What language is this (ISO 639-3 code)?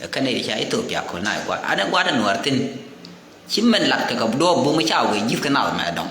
nus